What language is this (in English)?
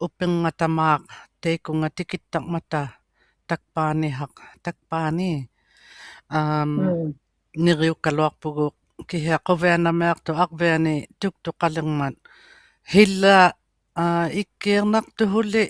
Inuktitut